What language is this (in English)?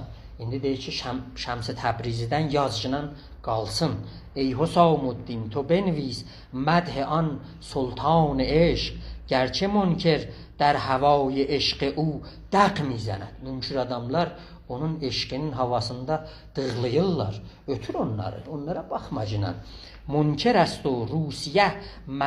South Azerbaijani